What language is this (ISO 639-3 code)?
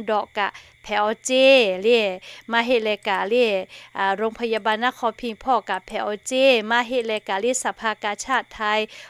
lhu